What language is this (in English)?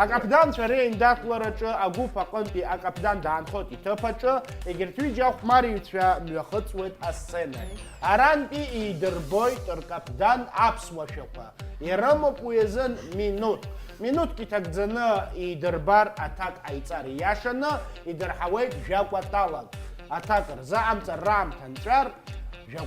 Abkhazian